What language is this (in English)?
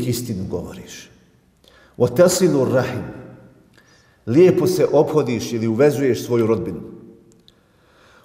Bosnian